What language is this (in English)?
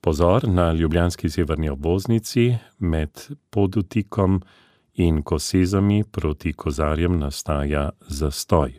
Slovenian